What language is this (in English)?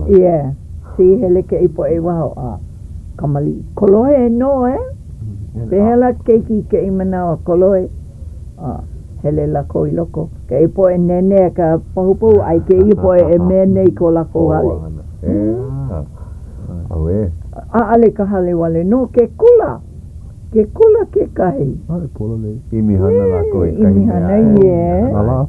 Hawaiian